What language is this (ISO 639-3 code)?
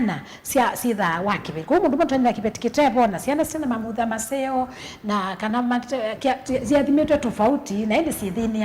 kam